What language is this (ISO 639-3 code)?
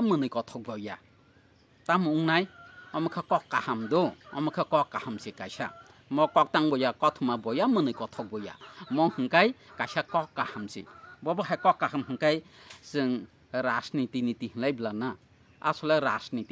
trp